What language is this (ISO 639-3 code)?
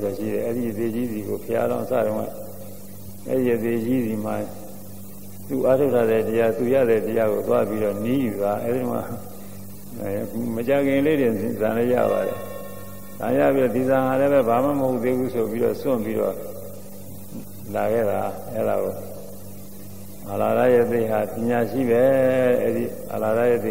mya